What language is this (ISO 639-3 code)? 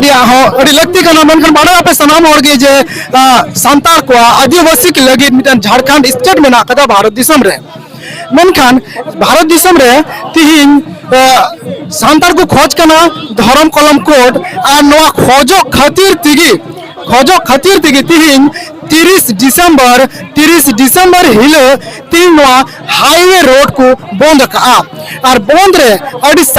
sat